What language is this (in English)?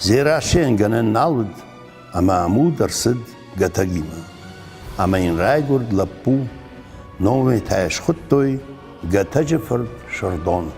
Ossetic